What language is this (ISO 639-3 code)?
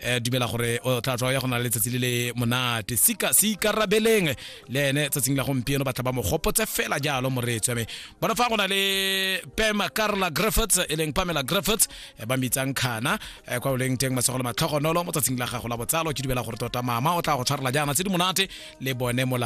tsn